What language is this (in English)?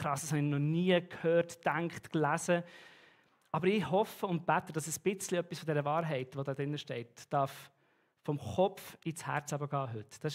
Swiss German